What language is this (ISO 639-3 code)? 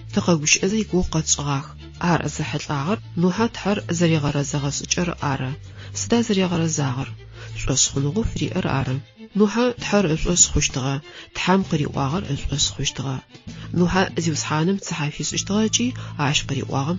ady